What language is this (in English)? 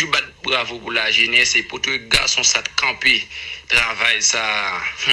Haitian Creole